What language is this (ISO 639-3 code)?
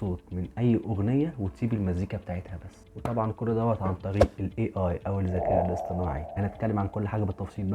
arz